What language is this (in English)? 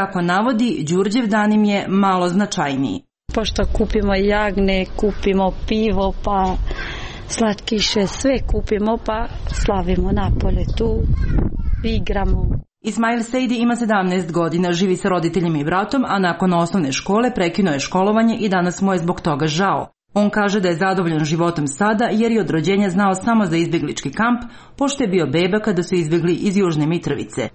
Croatian